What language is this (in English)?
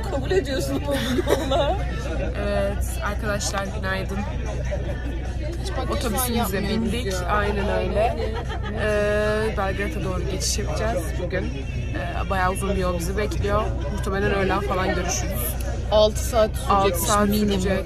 Turkish